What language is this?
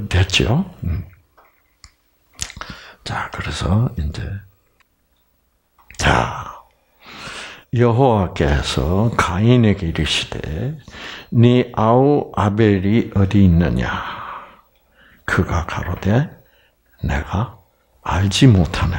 Korean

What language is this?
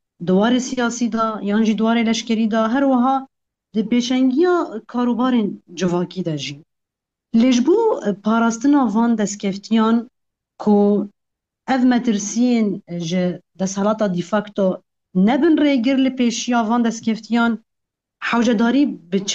Kurdish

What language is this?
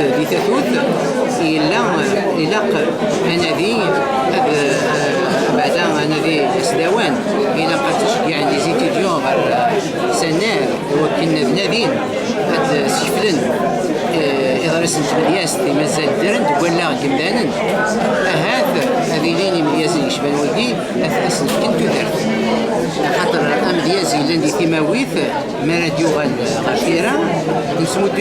Kabyle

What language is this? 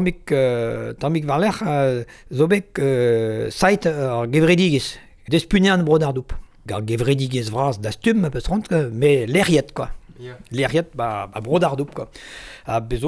Breton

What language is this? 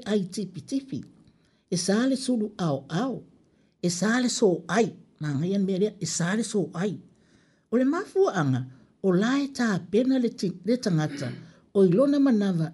Samoan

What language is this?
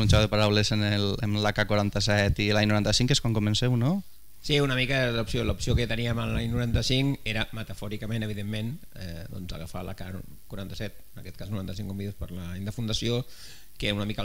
Catalan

